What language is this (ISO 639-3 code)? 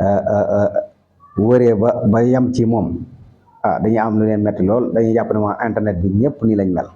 wol